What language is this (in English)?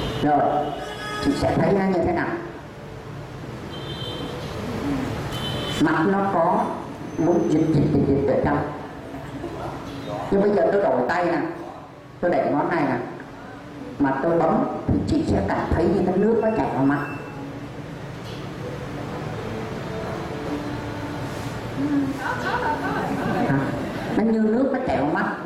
Vietnamese